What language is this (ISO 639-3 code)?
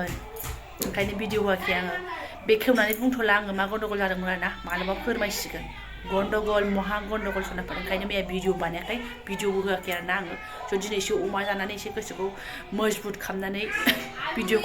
brx